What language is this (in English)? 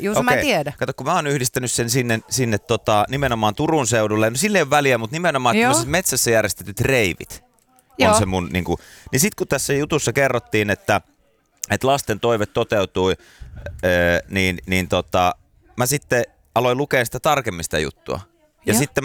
Finnish